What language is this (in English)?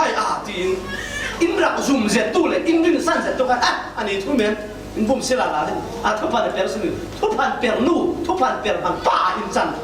Falam Chin